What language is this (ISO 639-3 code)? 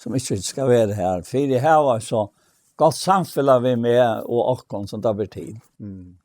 fao